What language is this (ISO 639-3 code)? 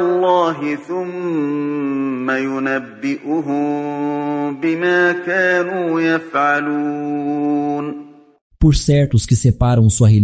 glg